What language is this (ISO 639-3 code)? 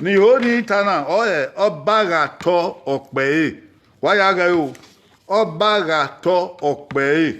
bin